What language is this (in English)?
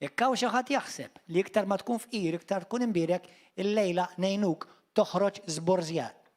Maltese